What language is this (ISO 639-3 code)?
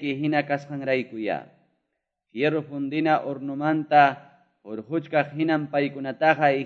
que